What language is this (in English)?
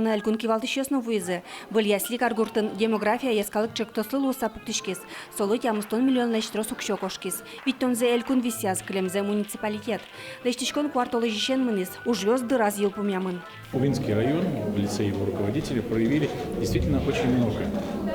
Udmurt